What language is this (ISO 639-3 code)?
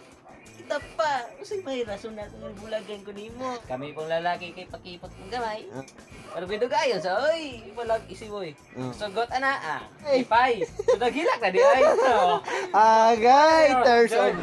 ceb